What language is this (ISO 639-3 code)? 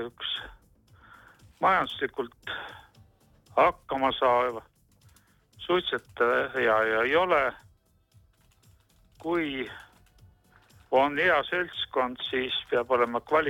est